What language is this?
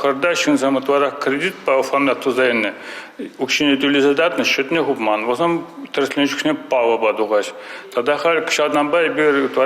Chuvash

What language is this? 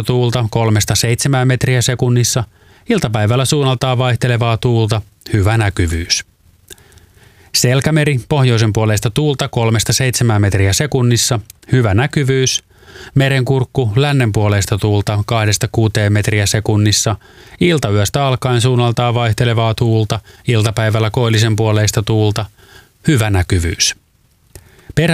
Finnish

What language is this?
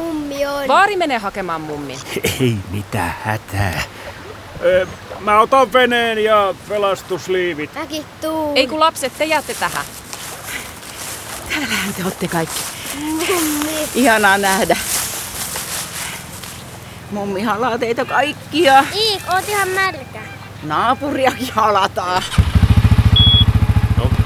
Finnish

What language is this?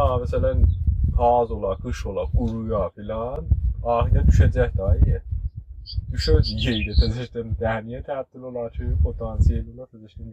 South Azerbaijani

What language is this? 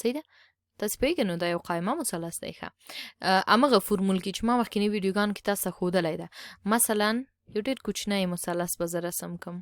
Pashto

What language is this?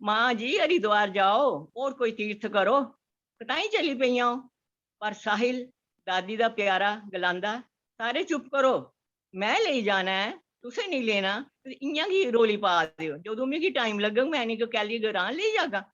Dogri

